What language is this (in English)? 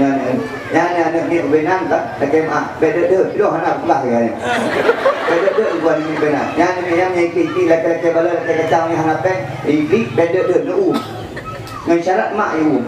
Achinese